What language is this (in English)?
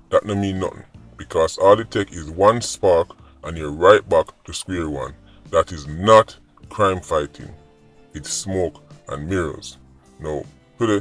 Jamaican Creole English